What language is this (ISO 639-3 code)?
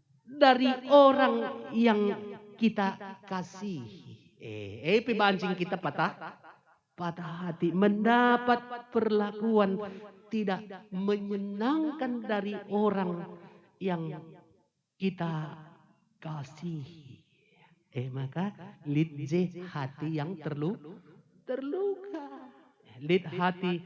btx